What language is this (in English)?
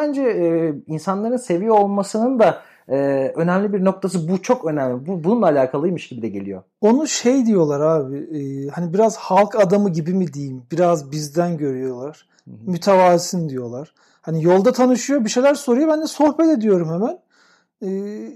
Turkish